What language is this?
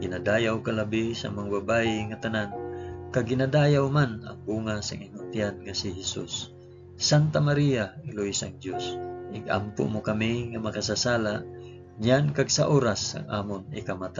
Hiligaynon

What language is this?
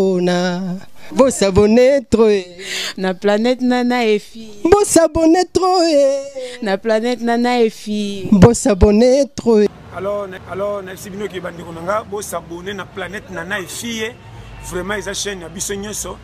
Lingala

